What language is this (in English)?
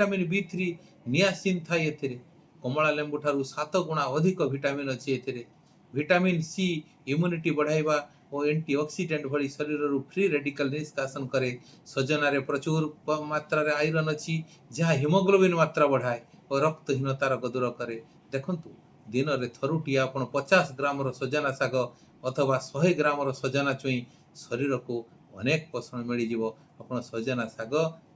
Odia